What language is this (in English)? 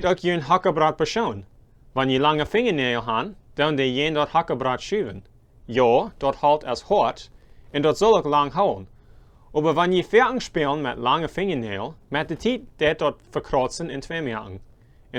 Plautdietsch